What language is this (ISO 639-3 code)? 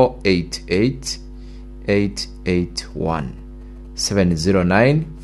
guz